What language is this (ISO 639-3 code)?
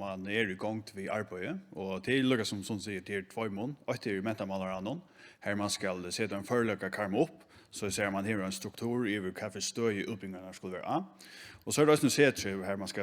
fao